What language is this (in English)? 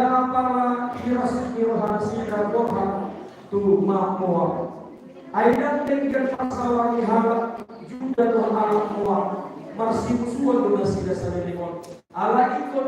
Batak Toba